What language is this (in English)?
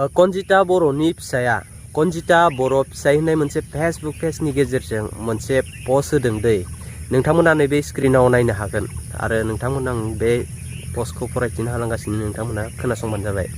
Bodo